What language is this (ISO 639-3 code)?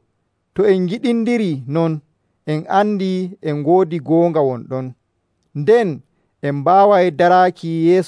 fuv